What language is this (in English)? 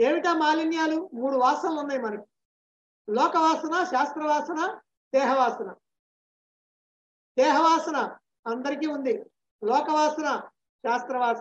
Telugu